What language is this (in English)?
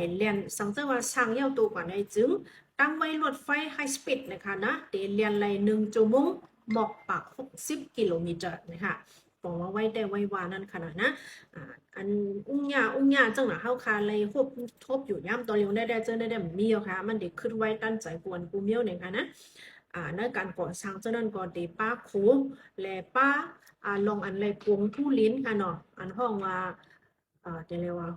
Shan